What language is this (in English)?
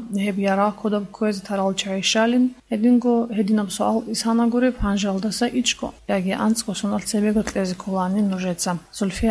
Avaric